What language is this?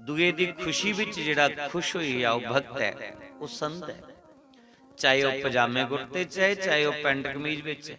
Dogri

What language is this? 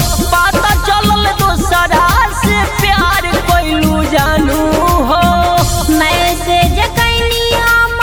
Bhojpuri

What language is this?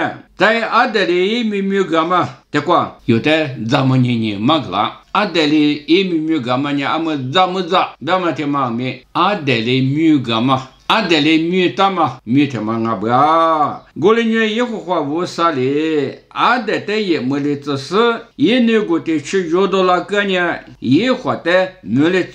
Lisu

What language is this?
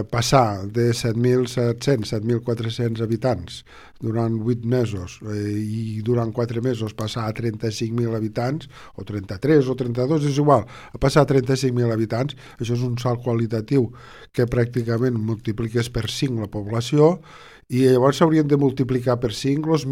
Catalan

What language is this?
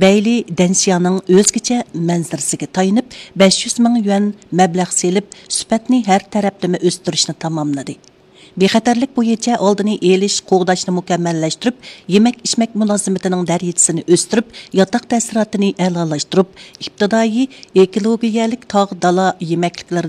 Uyghur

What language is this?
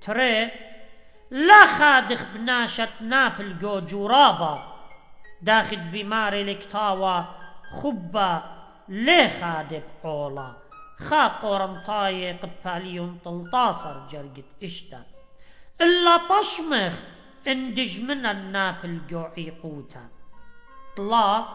Assyrian Neo-Aramaic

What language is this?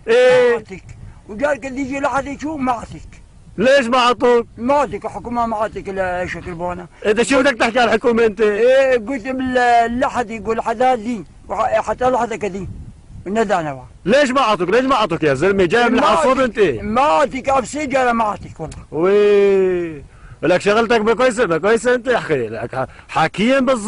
North Levantine Arabic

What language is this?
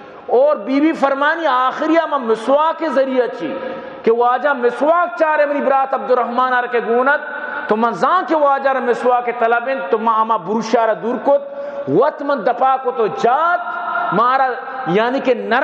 Baluchi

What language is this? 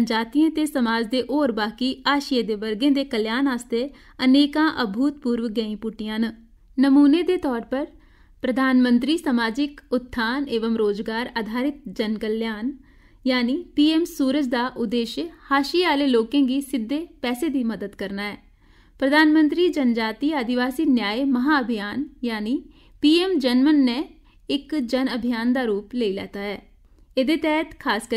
Dogri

